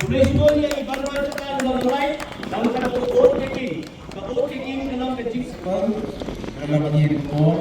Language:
Khasi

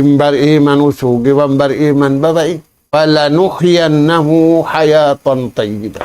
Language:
Tausug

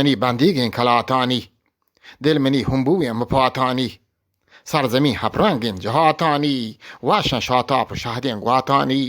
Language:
Eastern Balochi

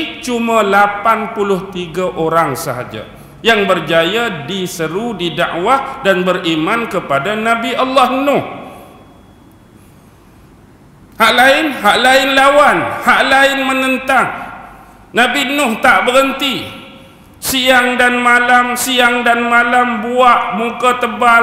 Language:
Malay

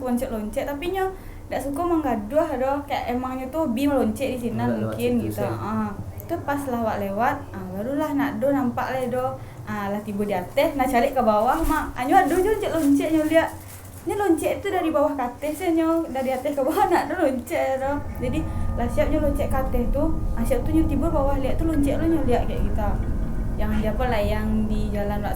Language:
Minangkabau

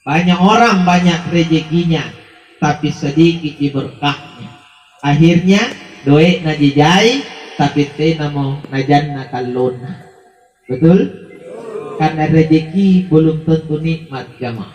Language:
Makasar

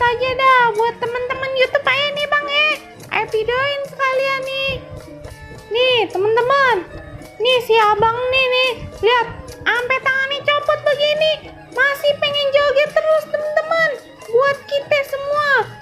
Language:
Betawi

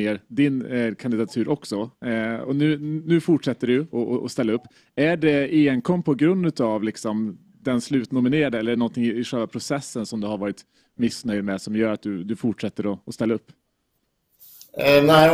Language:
Swedish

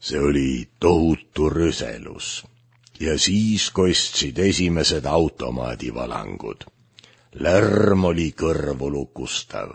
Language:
Estonian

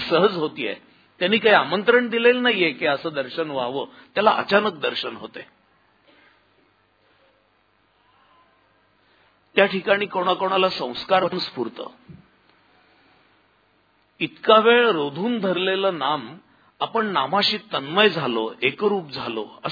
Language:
Marathi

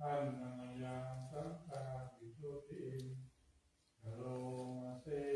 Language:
Pali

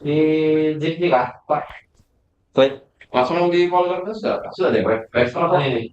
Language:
Banjar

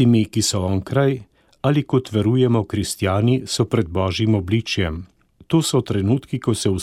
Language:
Slovenian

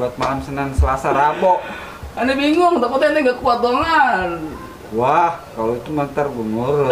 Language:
Betawi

